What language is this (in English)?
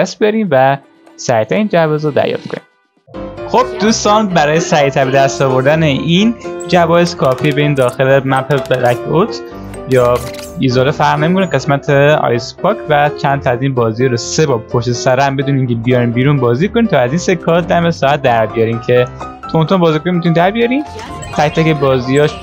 Persian